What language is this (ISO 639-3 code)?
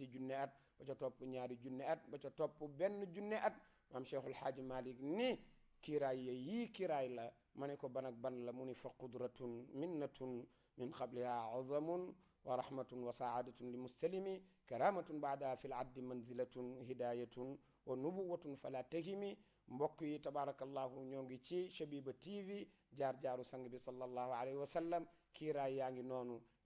wol